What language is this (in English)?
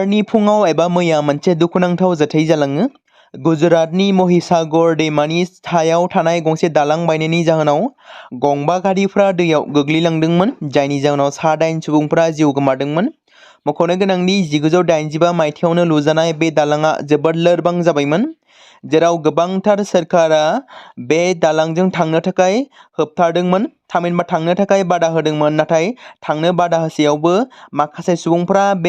Bodo